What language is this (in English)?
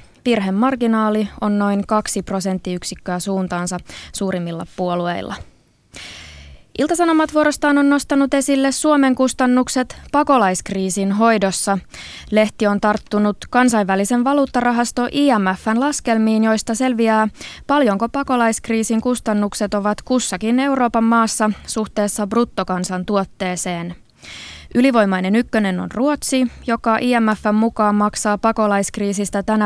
Finnish